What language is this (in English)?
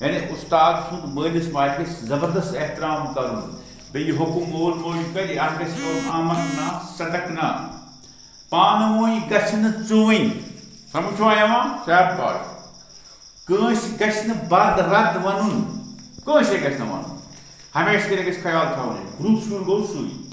Kashmiri